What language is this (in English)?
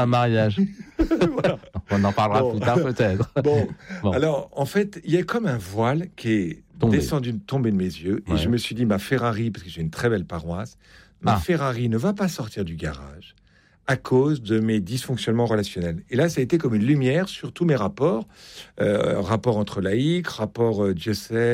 French